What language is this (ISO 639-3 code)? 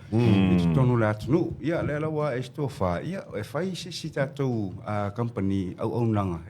smo